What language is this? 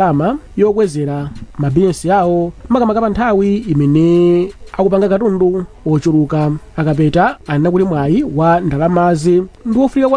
Nyanja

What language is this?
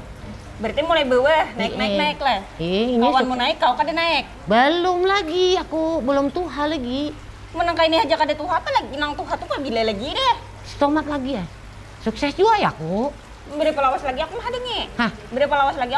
Banjar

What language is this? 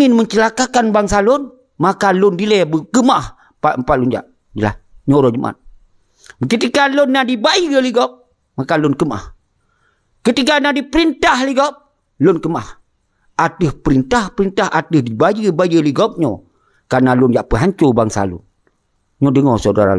Achinese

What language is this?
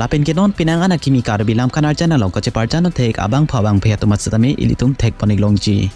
Karbi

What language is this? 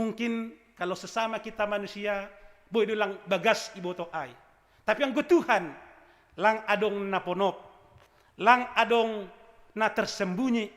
Batak Simalungun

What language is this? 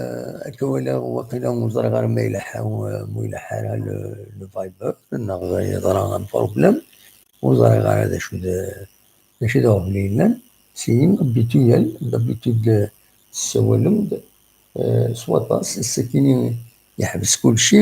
Kabyle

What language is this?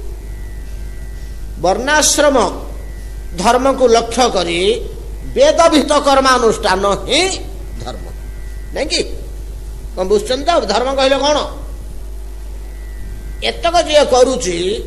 Odia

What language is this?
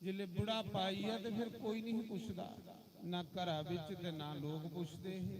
Dogri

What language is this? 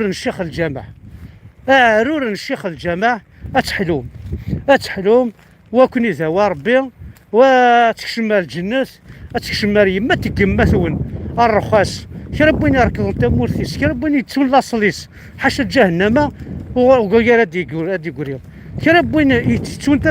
Kabyle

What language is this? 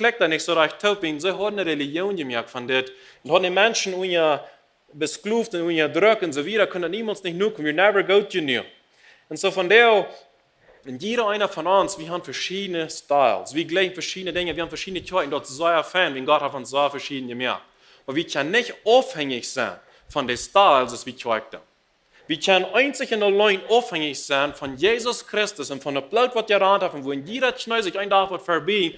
Plautdietsch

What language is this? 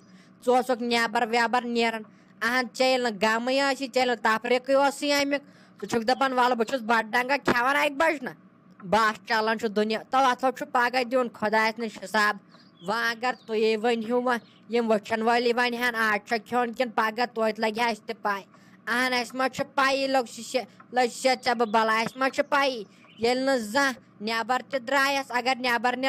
Kashmiri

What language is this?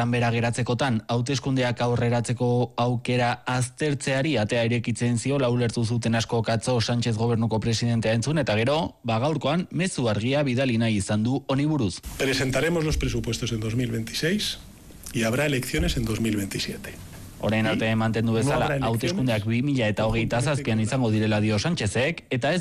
Basque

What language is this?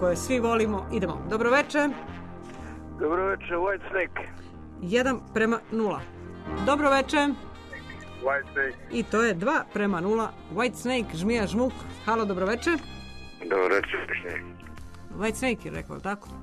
Serbian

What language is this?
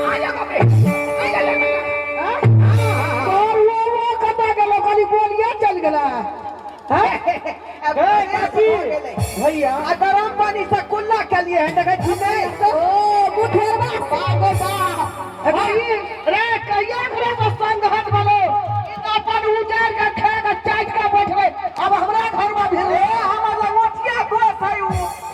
Maithili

